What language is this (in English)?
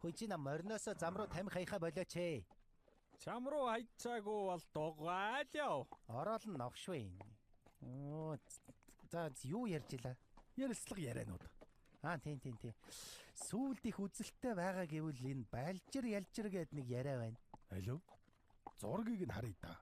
Mongolian